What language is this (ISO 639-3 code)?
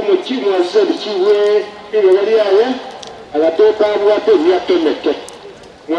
guz